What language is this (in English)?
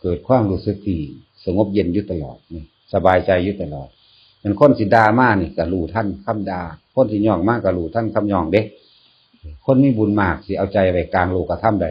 Northeastern Thai